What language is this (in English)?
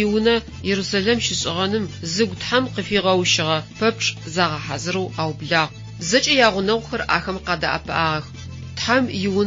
Adyghe